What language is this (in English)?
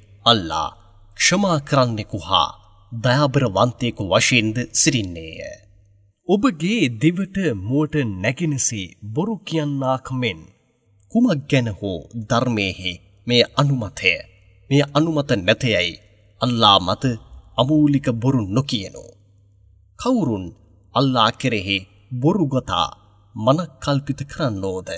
Sinhala